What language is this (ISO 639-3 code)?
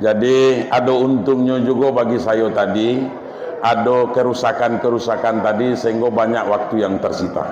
min